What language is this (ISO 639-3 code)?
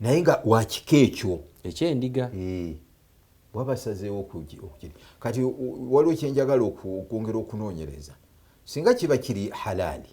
lug